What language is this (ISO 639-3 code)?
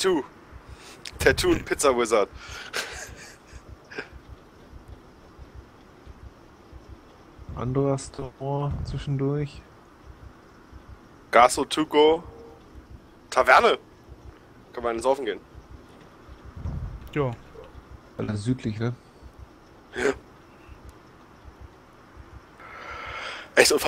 deu